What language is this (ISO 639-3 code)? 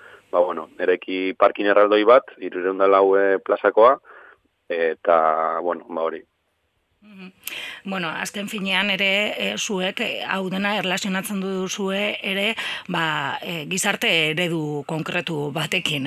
eus